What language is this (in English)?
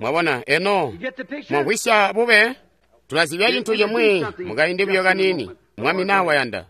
Tonga (Zambia)